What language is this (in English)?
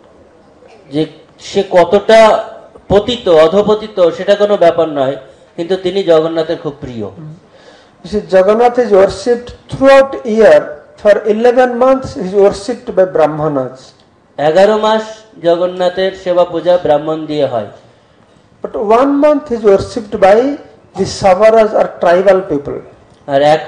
Bangla